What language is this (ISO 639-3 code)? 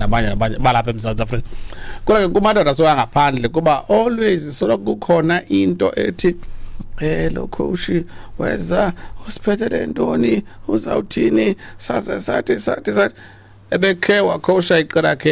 xho